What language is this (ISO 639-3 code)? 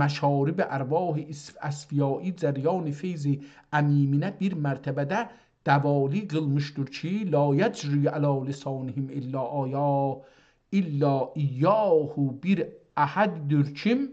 azb